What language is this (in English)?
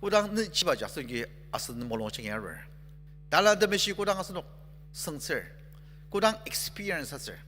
Ao Naga